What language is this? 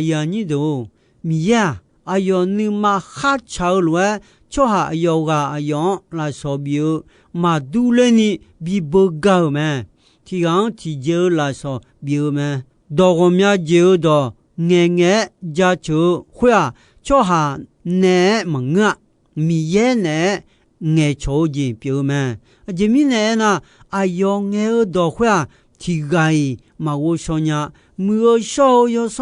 Akha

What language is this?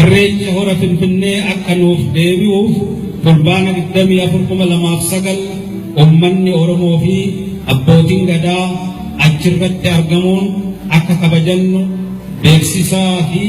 Oromo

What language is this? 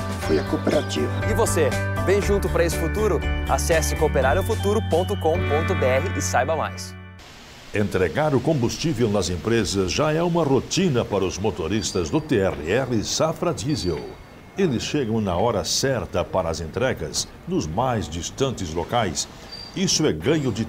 Portuguese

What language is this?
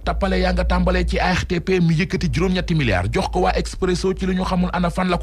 Wolof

